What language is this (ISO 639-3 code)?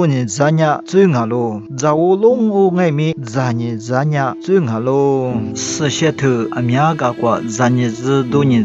lis